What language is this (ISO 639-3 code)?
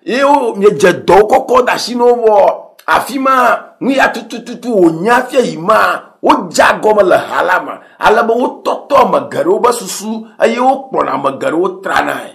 ewe